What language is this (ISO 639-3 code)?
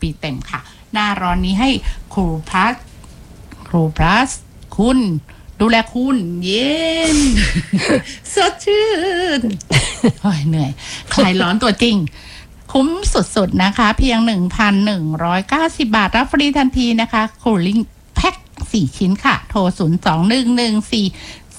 tha